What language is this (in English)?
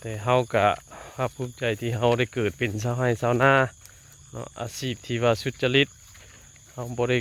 Northeastern Thai